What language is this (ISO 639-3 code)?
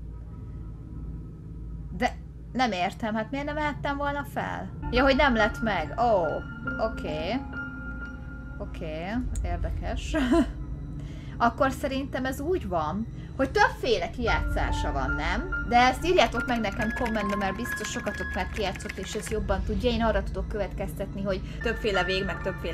hun